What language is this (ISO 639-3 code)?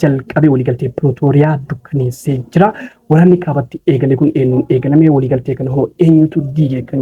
orm